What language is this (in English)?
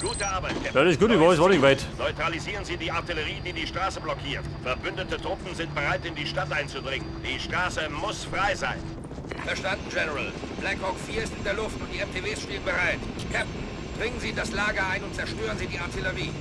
Bavarian